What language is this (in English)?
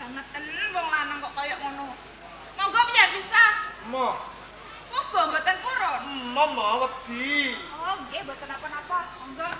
Javanese